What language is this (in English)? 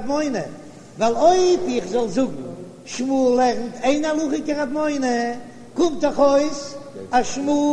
Yiddish